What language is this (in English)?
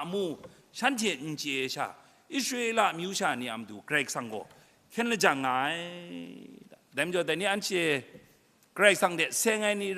Kachin